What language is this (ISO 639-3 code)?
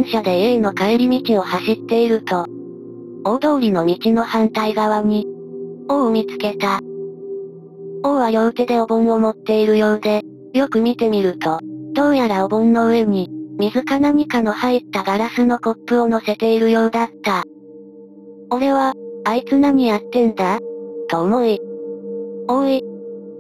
jpn